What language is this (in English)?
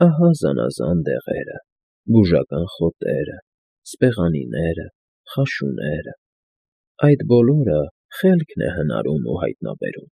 Armenian